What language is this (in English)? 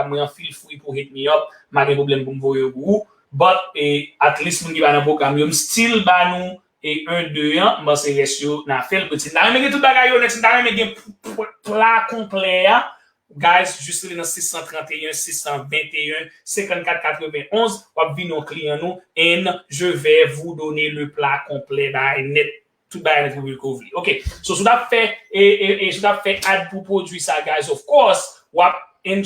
Haitian Creole